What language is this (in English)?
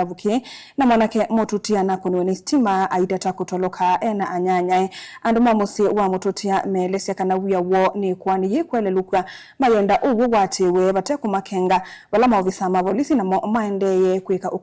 Kamba